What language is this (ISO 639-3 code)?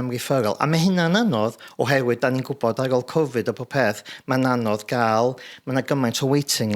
cym